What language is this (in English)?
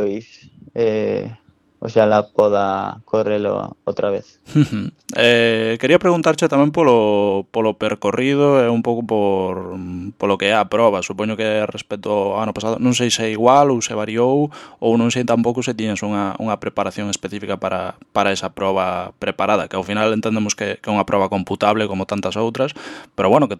Galician